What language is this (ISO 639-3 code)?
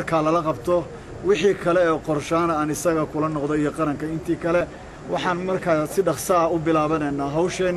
som